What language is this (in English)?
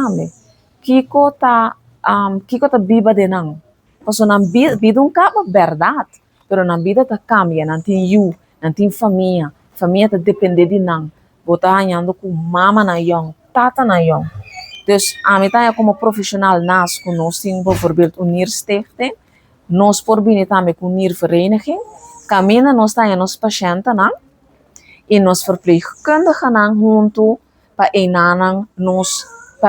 Papiamento